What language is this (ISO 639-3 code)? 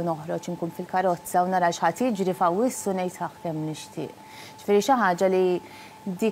mlt